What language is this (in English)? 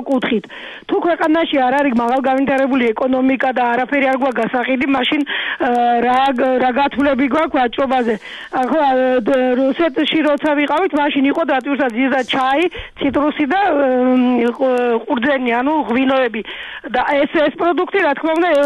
Georgian